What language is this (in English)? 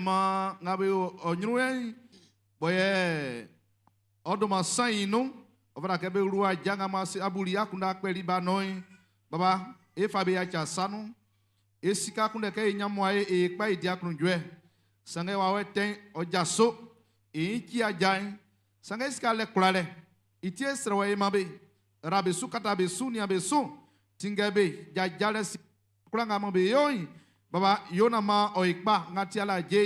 Baoulé